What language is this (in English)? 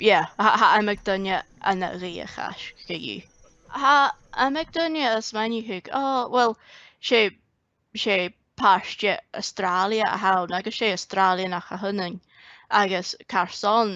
Scottish Gaelic